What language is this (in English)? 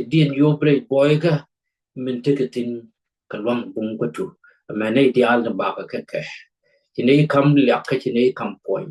Nuer